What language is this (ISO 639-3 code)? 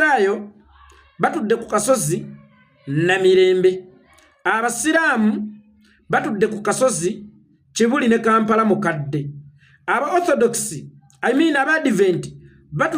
lug